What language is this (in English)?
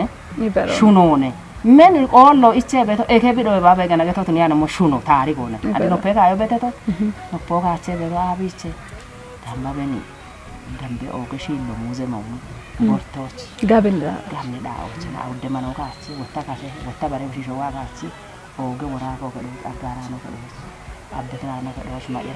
Kafa